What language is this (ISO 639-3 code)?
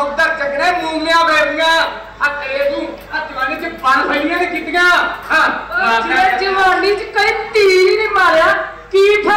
pan